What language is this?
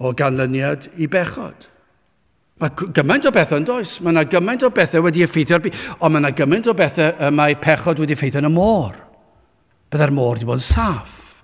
Welsh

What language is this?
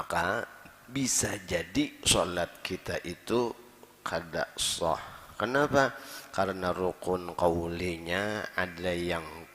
Banjar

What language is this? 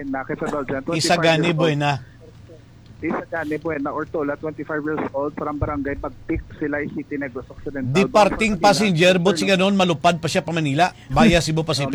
Hiligaynon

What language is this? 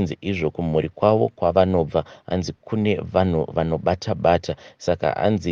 Shona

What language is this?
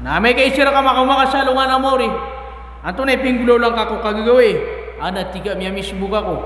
Maranao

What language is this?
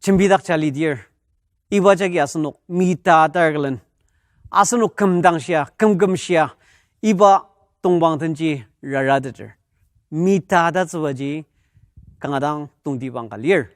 Ao Naga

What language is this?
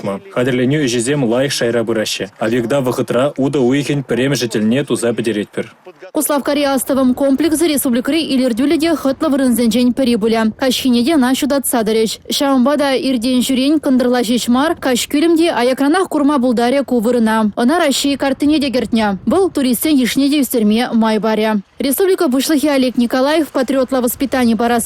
Chuvash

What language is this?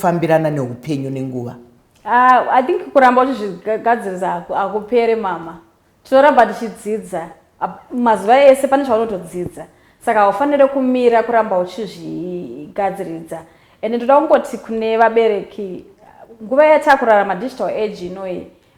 Shona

